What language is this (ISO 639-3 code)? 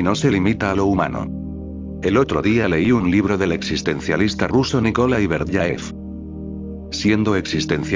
spa